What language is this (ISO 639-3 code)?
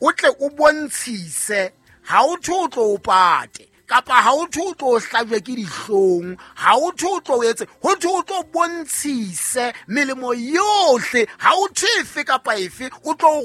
sot